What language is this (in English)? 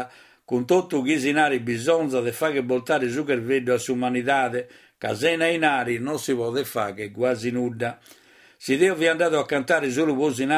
Sardinian